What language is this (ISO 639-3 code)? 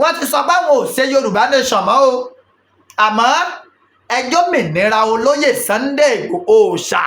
yor